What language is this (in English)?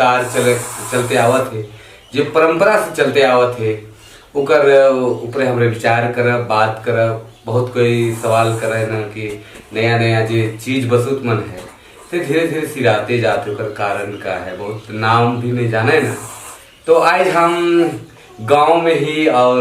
Sadri